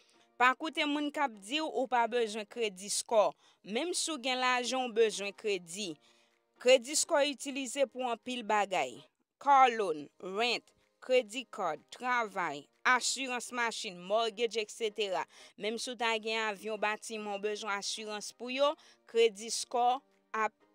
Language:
Haitian Creole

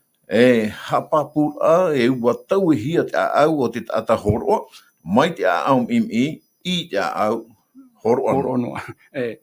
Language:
Tahitian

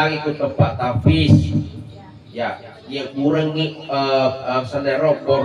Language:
Buginese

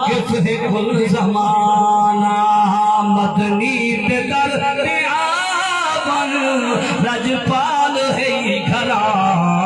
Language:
Saraiki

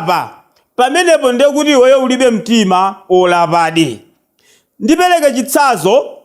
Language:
Nyanja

